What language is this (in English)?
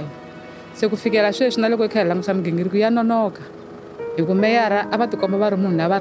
Tsonga